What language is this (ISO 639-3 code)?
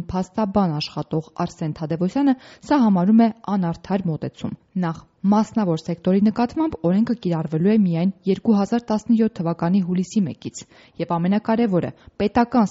hye